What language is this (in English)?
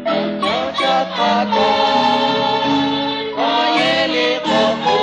Kekchí